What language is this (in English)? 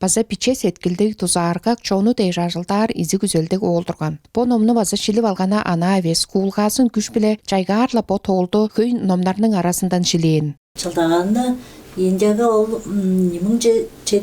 Tuvinian